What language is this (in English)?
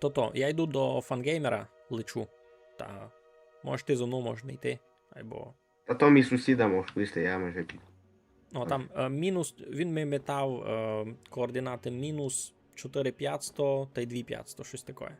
Rusyn